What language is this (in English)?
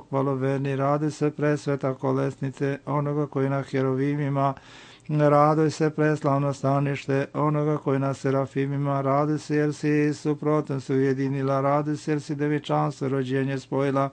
Serbian